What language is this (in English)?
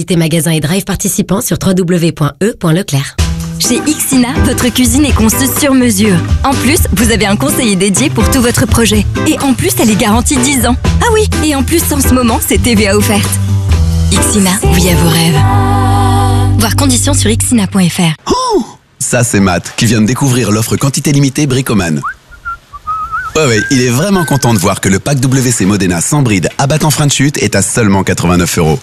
French